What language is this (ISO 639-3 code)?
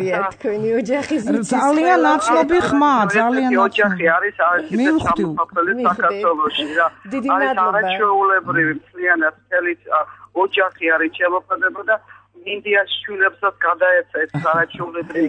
kat